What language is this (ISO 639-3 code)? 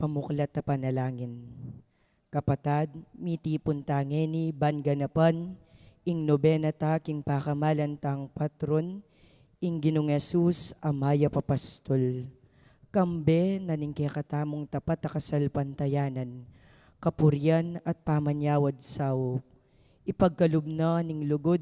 pam